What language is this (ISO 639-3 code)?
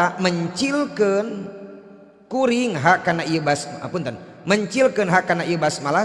sun